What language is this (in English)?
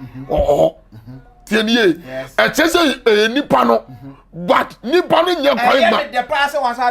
Akan